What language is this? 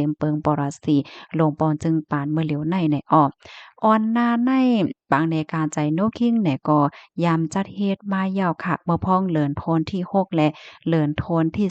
Shan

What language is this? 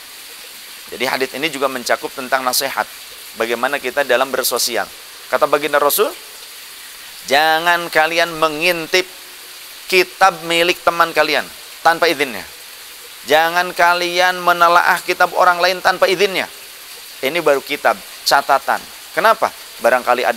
Indonesian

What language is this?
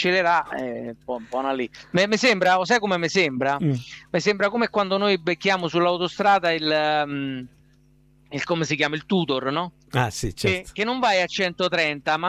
Italian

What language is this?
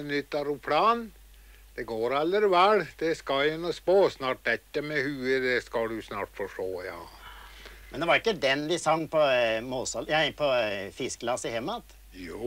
Norwegian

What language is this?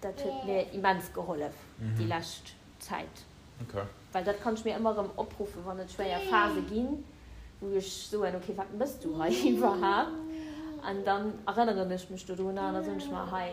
Luxembourgish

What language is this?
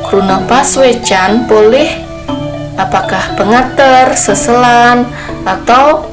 Balinese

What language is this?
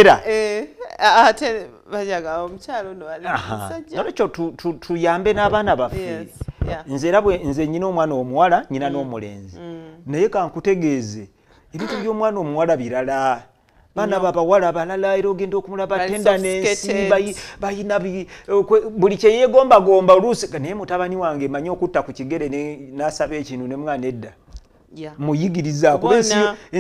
Ganda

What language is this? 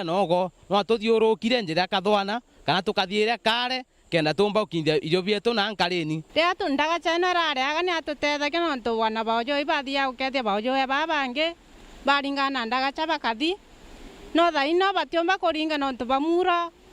Meru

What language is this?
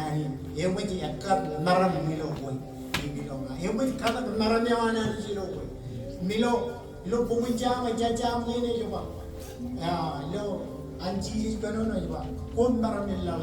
Marshallese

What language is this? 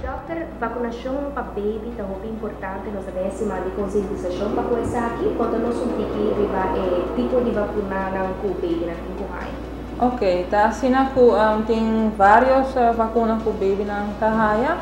Papiamento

